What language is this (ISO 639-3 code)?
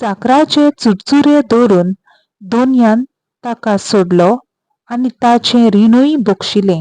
kok